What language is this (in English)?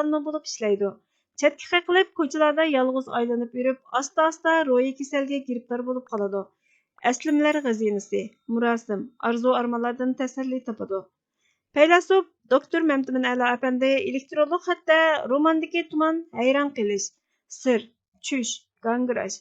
Uyghur